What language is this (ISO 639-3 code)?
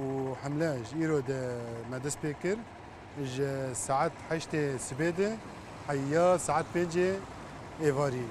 kur